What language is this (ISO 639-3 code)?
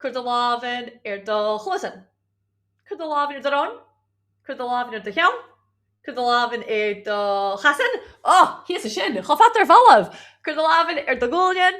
gla